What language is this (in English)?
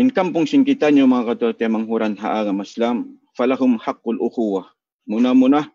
Tausug